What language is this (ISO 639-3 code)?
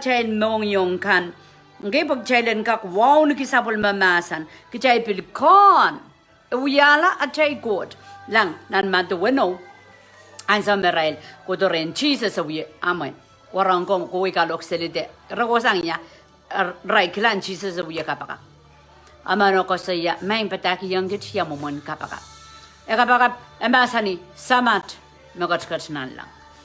pon